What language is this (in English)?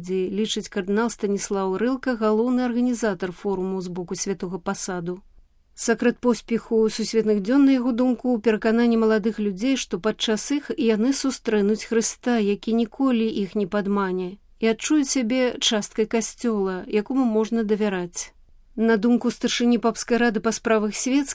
Belarusian